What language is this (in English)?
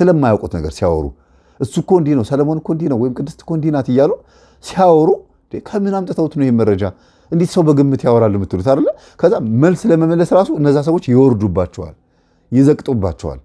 Amharic